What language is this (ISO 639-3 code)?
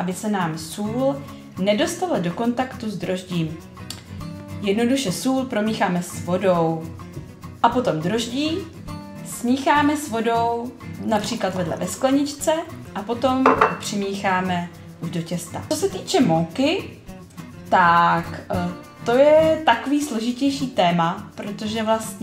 ces